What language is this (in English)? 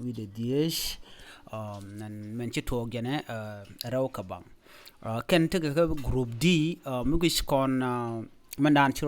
Nuer